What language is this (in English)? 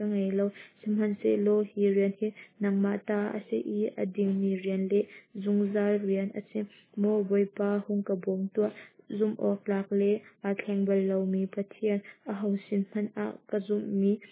Hakha Chin